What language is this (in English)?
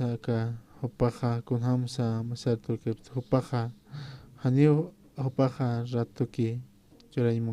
Aymara